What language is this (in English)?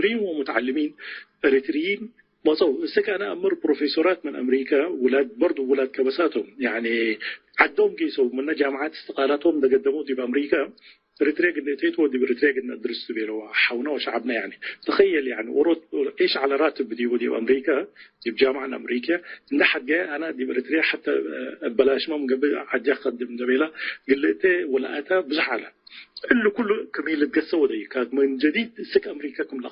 Tigre